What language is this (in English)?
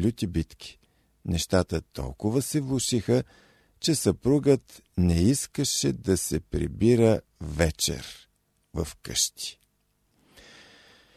Bulgarian